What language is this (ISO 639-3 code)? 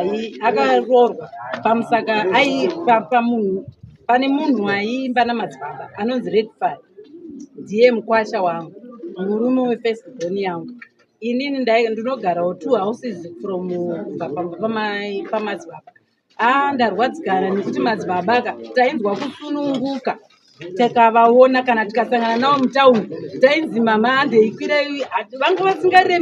sna